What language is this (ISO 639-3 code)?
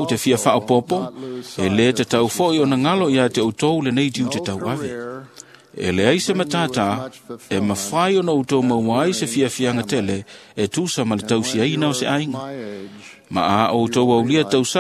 smo